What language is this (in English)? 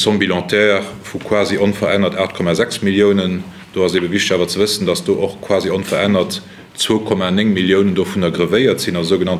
Luxembourgish